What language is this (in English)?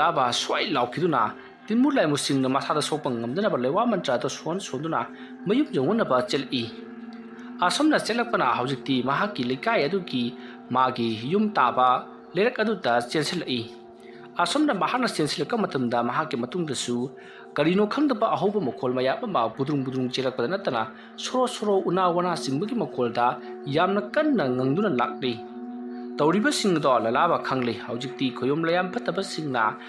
Manipuri